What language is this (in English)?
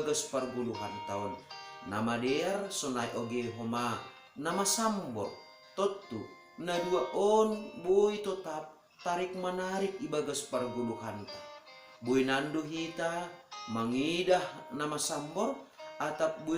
Batak Simalungun